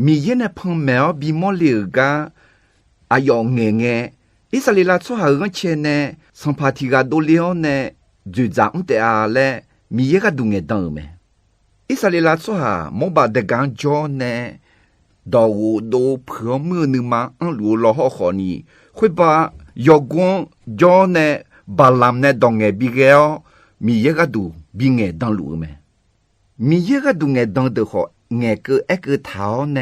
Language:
Akha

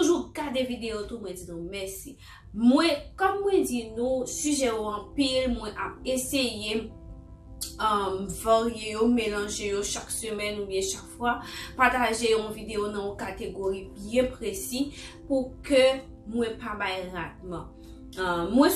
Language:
Haitian Creole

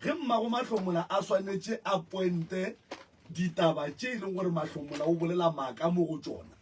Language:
Northern Sotho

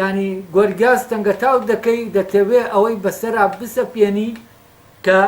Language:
Central Kurdish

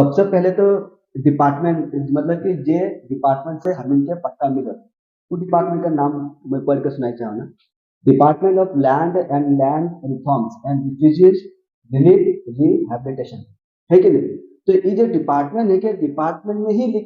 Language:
Sadri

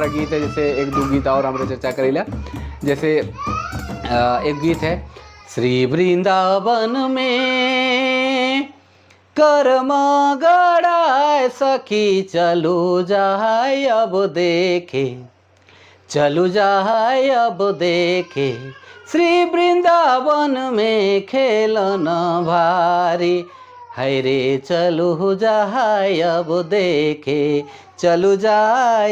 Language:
Sadri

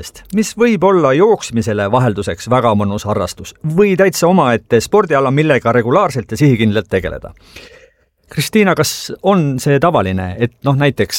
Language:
Estonian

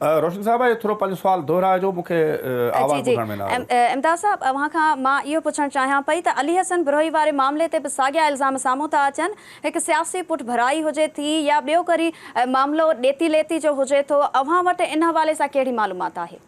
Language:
Sindhi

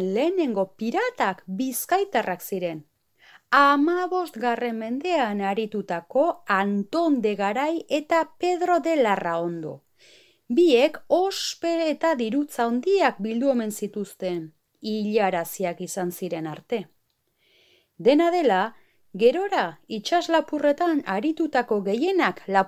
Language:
Basque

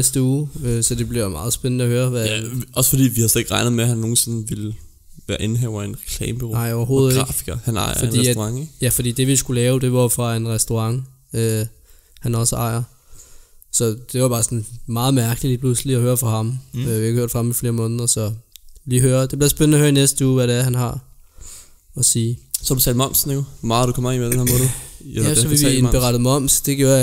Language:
Danish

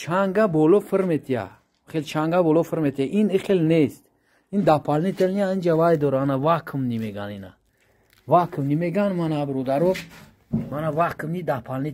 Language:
Tajik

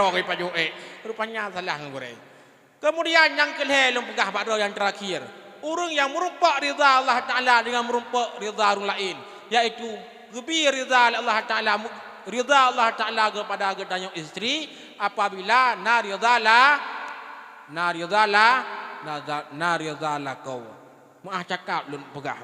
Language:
Achinese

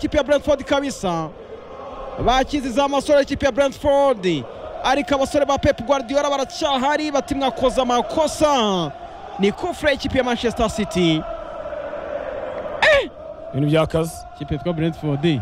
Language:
Kinyarwanda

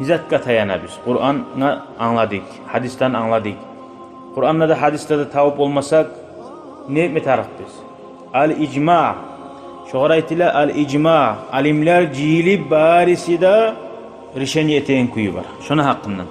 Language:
Kumyk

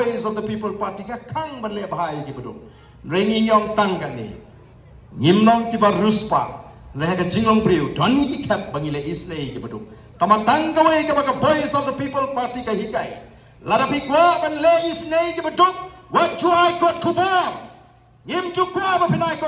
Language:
Khasi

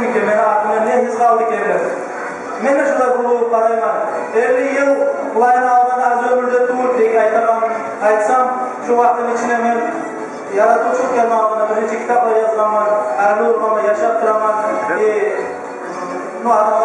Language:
Kumyk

